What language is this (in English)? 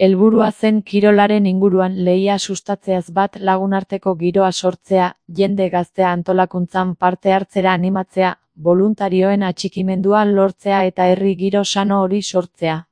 Basque